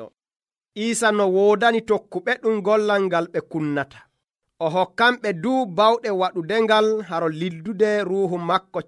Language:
Nigerian Fulfulde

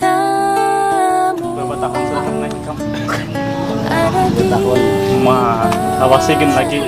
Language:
Banjar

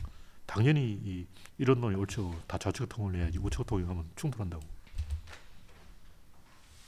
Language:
Korean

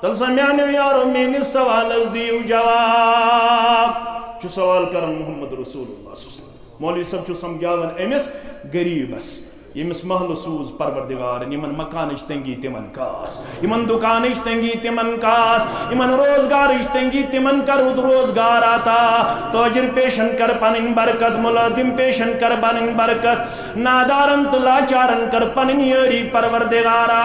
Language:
Kashmiri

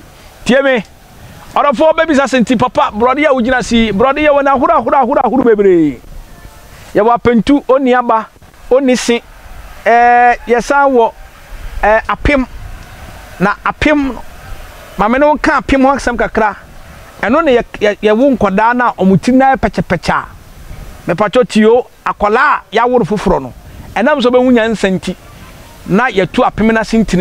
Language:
Akan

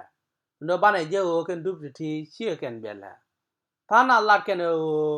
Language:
Nuer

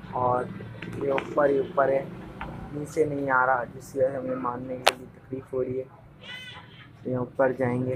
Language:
Hindi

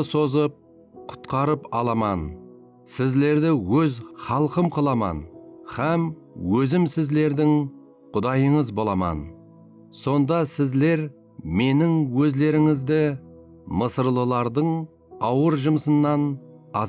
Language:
Kara-Kalpak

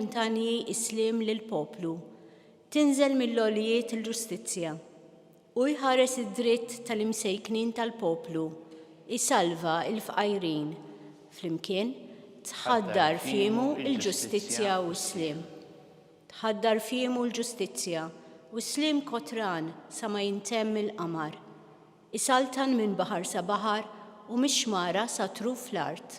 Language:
Maltese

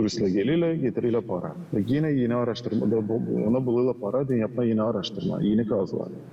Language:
Gagauz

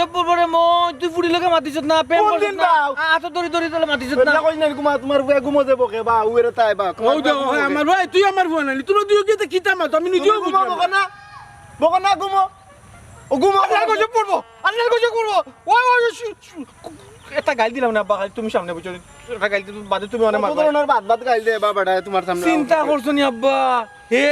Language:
Sylheti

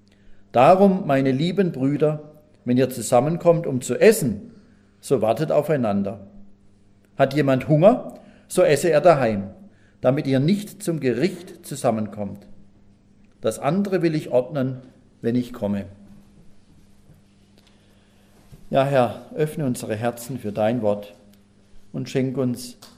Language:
German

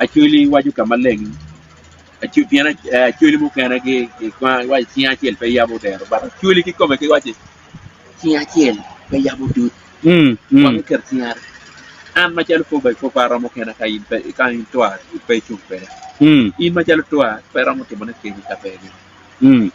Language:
Acoli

